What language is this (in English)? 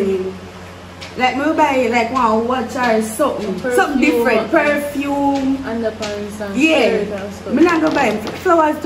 Jamaican Creole English